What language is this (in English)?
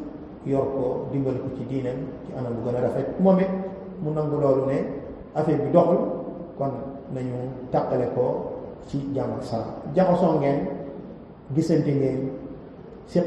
Wolof